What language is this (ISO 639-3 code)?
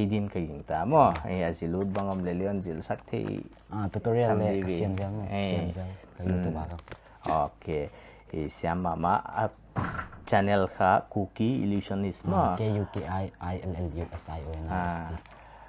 pck